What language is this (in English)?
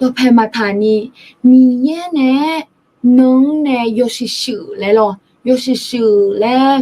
Akha